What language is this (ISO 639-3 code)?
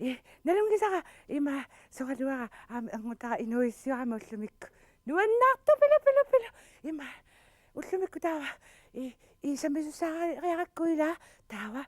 kal